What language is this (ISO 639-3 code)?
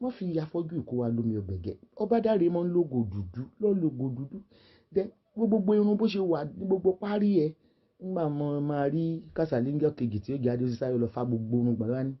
yor